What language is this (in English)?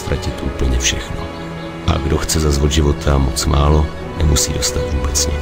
Czech